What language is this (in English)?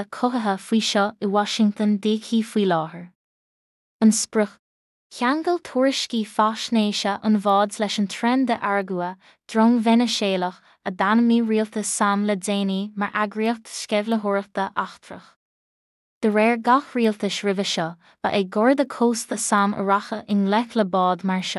Irish